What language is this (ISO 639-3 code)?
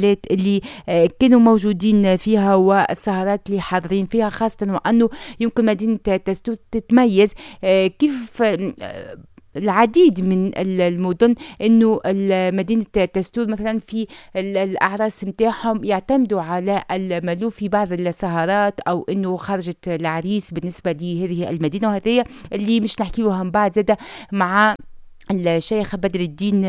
aeb